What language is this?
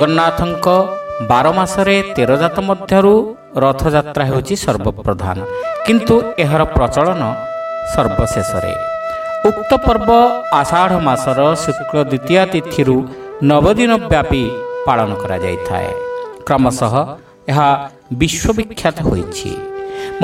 Odia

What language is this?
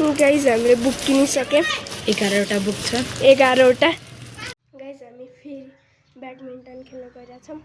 Nepali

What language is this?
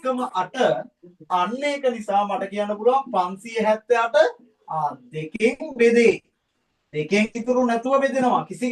Sinhala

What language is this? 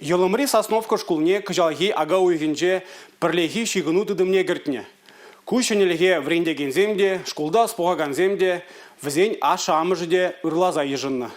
Chuvash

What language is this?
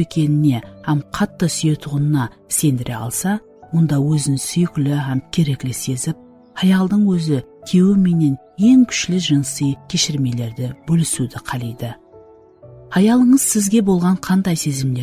Kara-Kalpak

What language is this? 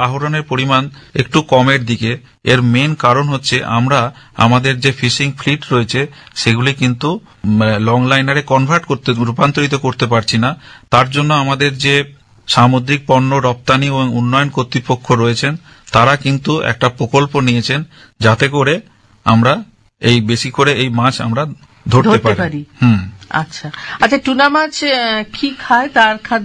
Bangla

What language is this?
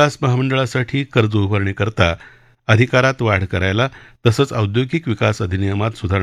Marathi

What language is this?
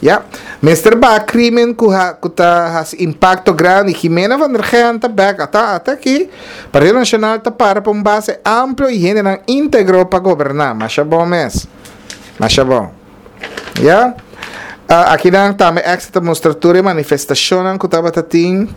Papiamento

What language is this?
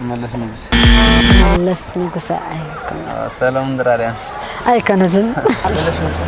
Tigrinya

